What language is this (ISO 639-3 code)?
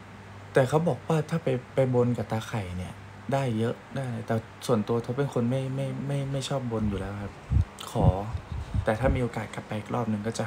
tha